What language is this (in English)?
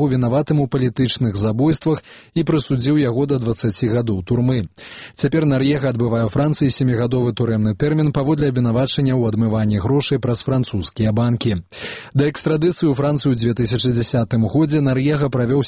Belarusian